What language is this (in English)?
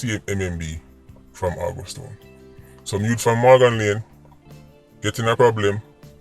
Jamaican Creole English